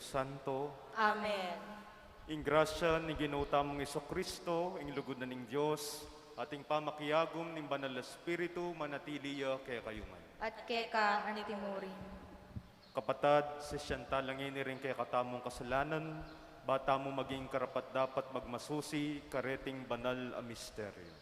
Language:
Pampanga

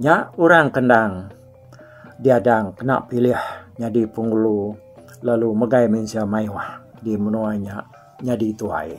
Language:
Iban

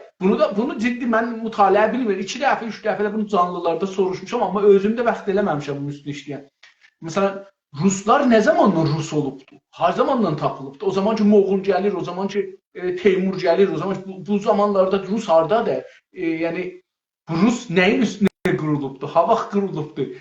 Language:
South Azerbaijani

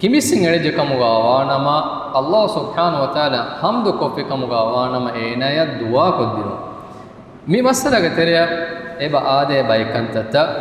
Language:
Divehi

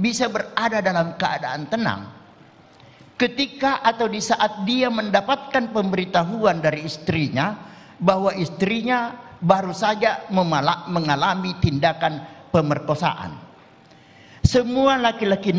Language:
Indonesian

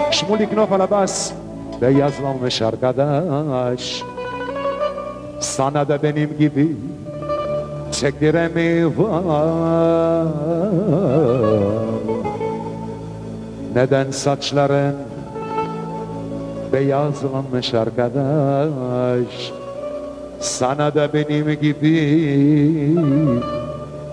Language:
Hebrew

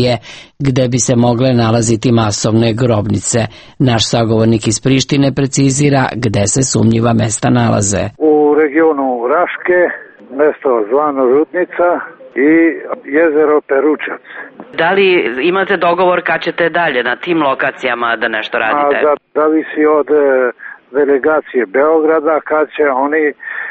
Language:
Serbian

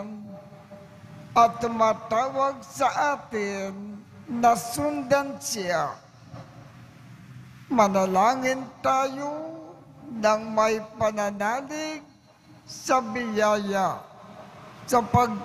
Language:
Filipino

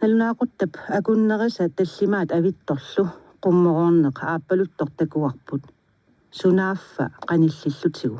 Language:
Kalaallisut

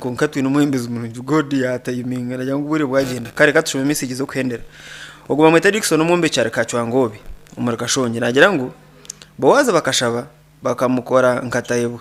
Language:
Nyankole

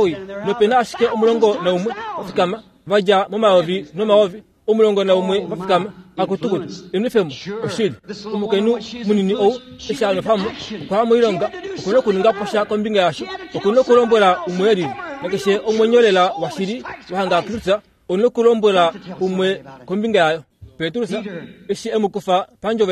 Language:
Kuanyama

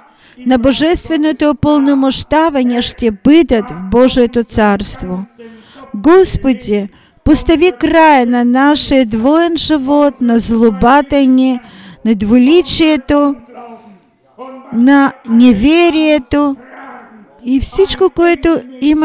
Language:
Bulgarian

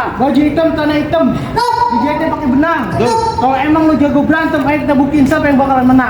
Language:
Betawi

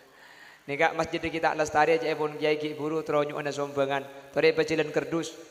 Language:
Madurese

